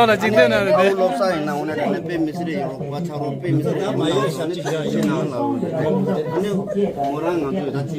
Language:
Tibetan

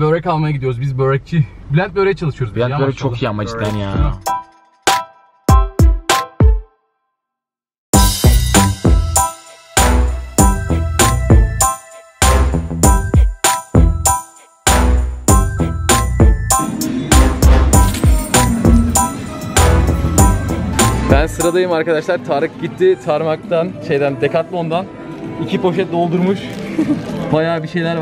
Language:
Turkish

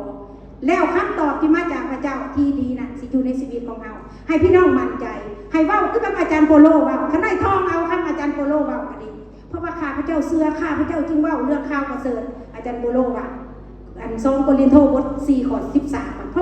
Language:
Lao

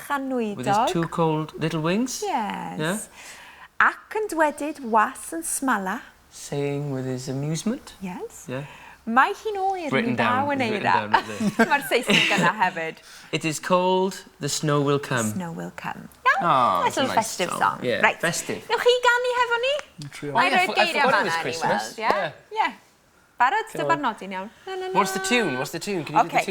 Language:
Welsh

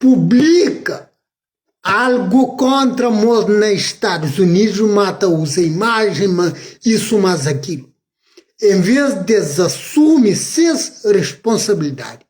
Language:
Kabuverdianu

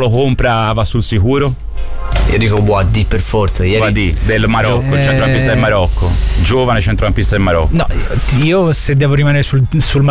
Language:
Italian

